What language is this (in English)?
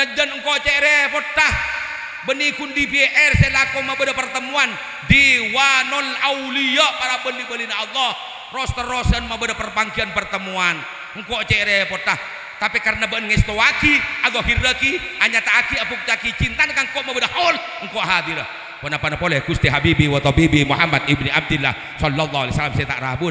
Madurese